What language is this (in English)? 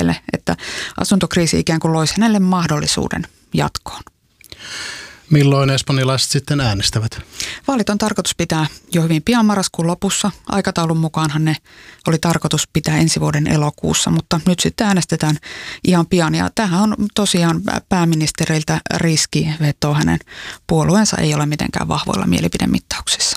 Finnish